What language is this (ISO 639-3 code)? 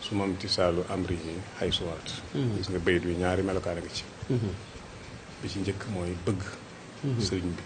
wol